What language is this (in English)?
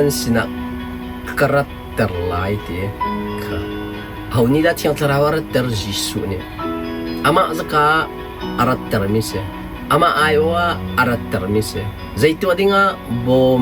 Hakha Chin